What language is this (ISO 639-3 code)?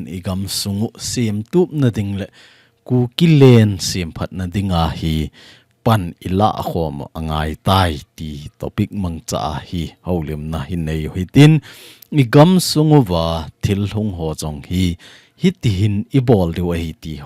tcz